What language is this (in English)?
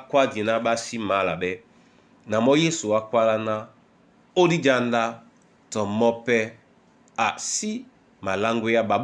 Duala